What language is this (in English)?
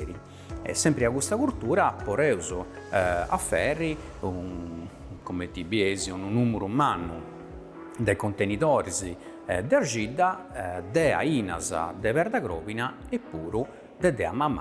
Sardinian